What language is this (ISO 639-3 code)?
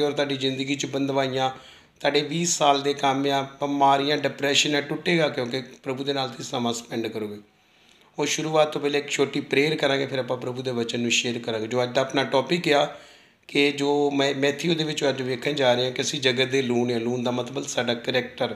pan